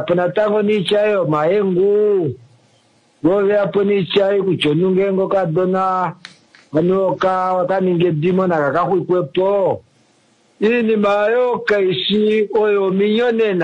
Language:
Kuanyama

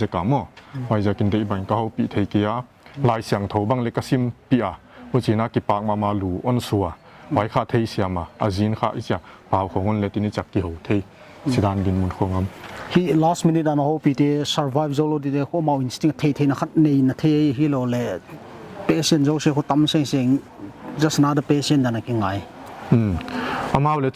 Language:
Paite Chin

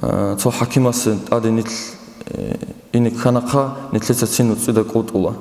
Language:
Avaric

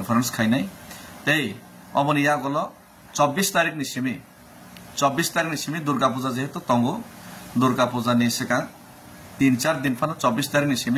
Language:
Kok Borok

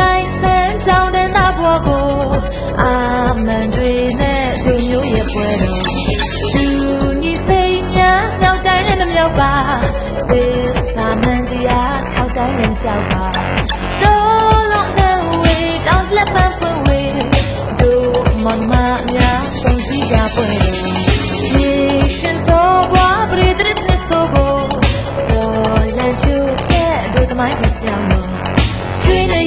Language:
Burmese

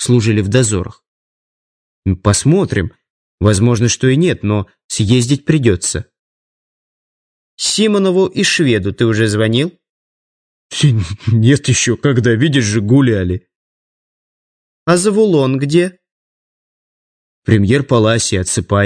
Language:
Russian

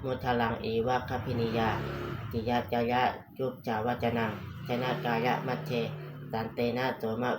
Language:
Pali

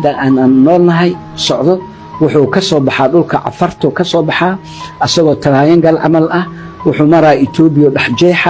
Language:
Somali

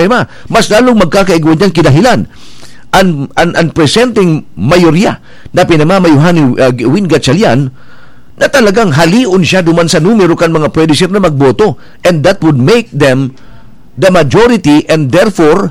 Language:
Bikol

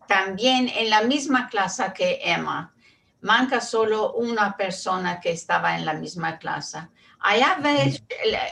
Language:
Ladino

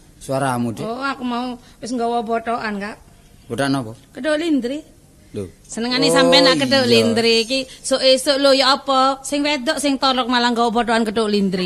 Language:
Javanese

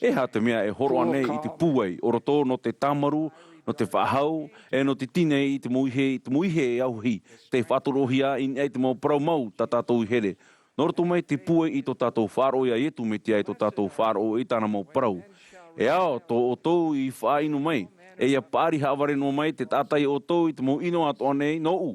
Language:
Tahitian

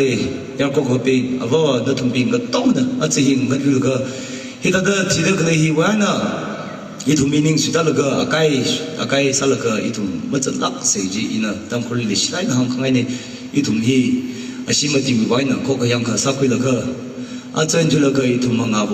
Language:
Tangkhul Naga (India)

